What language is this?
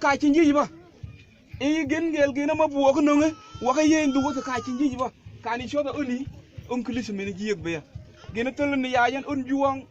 Mabaan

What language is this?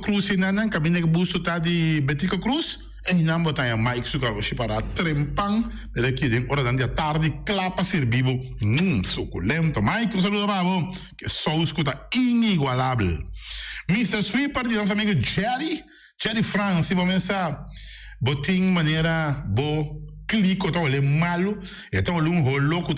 Papiamento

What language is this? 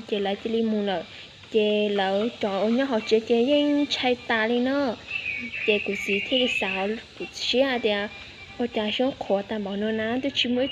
Hmong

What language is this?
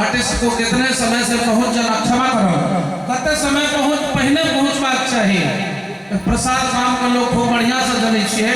Maithili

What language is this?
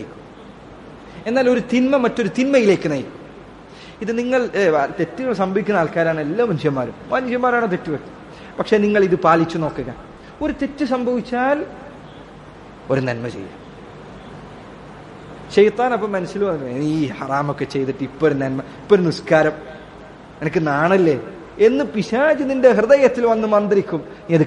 Malayalam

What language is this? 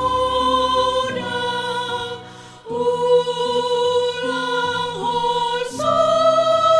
Batak Simalungun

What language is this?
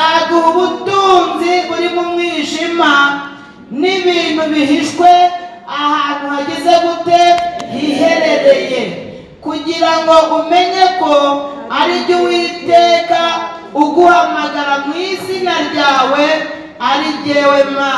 Kinyarwanda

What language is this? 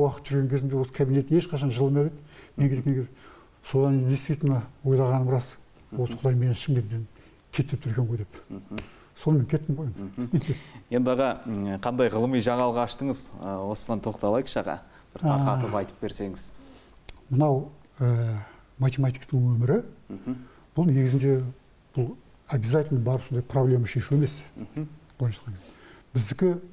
Kazakh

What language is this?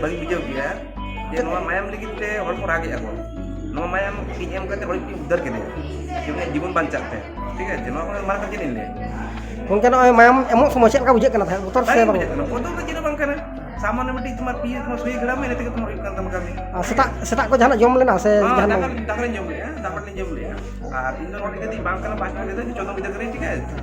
Santali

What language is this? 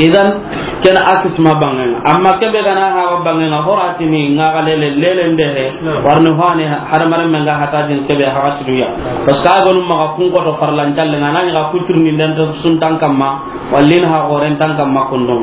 Soninke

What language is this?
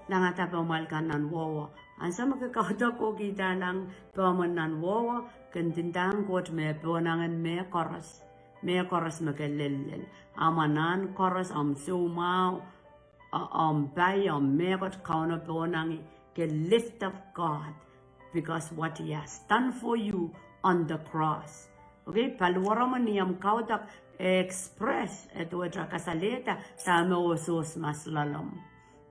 Pohnpeian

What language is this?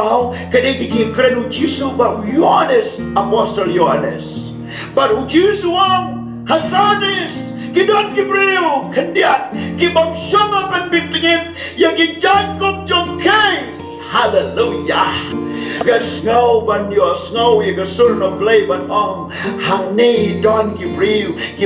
Khasi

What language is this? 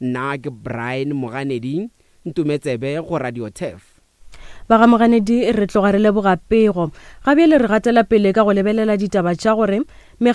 Northern Sotho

